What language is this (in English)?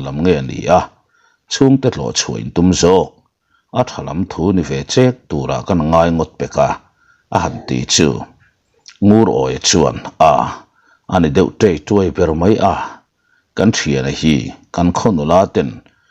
Mizo